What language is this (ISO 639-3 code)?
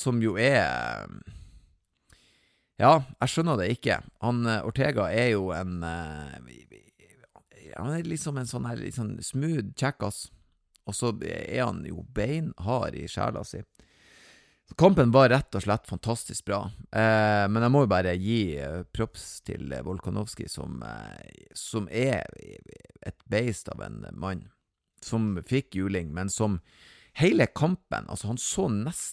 nor